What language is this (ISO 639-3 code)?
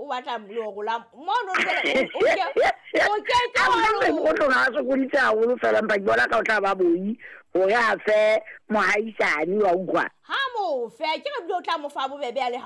sot